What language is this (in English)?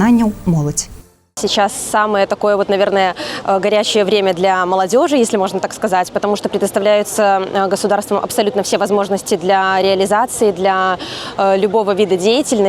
Belarusian